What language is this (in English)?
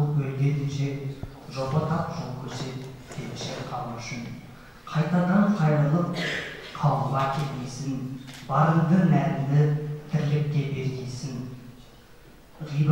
Kazakh